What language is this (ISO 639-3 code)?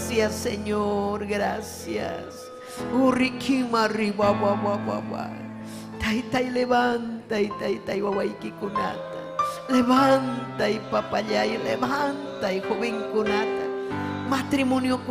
quy